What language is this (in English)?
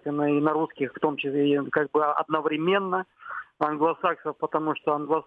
Russian